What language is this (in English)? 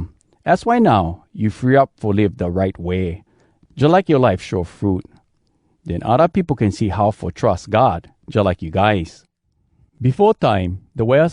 Hawai'i Creole English